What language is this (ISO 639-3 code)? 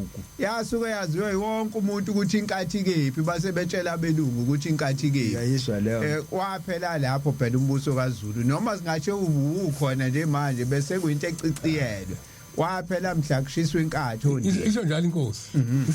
zul